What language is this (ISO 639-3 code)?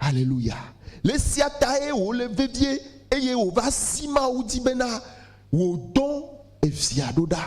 ewe